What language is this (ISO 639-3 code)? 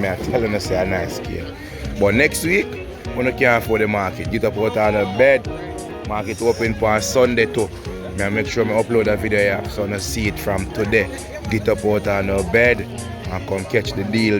jam